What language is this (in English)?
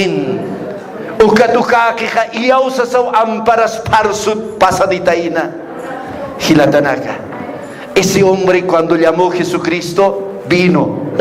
Aymara